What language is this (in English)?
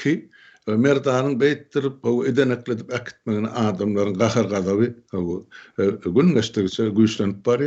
Turkmen